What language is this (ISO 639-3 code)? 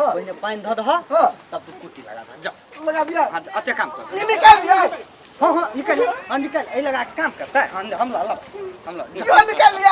mai